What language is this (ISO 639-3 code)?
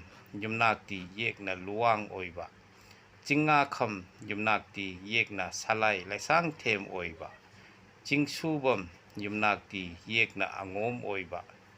mni